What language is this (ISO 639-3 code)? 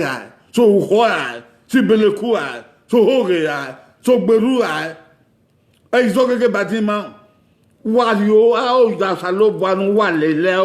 bin